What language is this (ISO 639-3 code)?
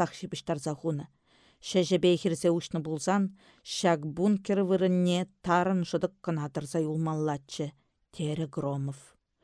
chv